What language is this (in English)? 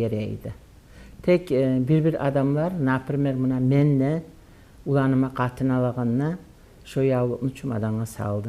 Kumyk